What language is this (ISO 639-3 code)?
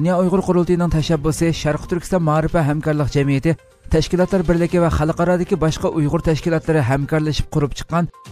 uig